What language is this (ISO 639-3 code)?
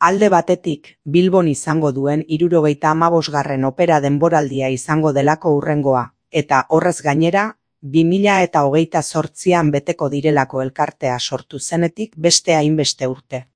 eus